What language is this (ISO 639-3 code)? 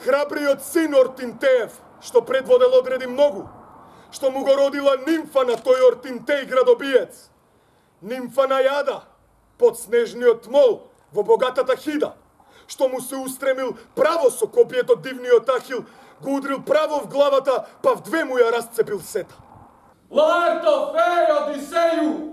mkd